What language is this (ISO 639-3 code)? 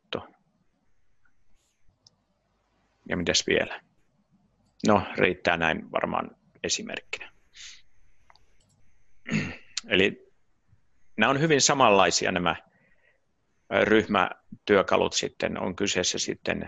fin